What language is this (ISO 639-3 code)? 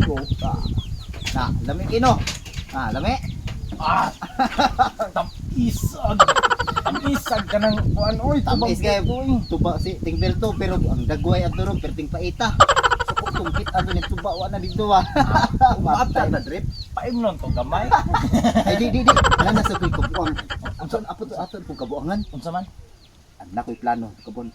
ceb